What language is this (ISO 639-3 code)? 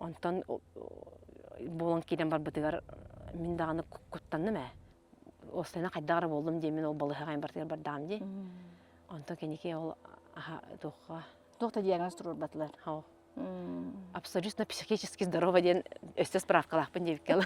sah